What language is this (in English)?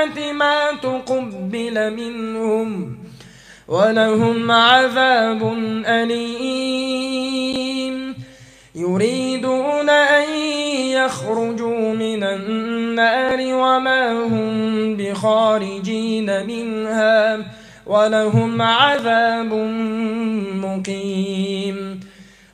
Arabic